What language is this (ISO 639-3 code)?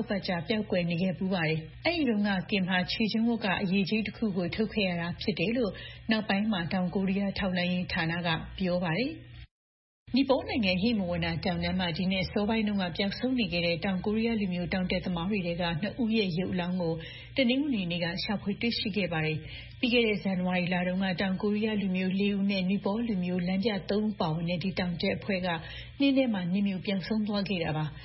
mya